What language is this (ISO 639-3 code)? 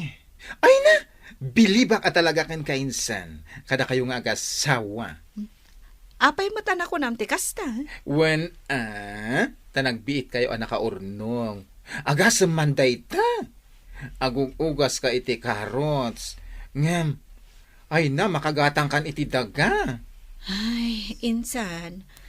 ilo